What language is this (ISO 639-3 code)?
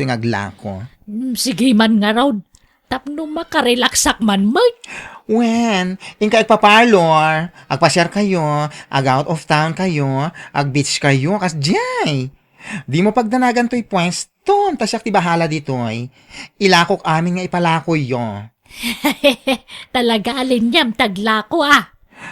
ilo